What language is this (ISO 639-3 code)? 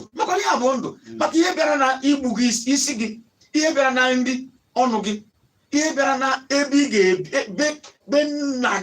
ibo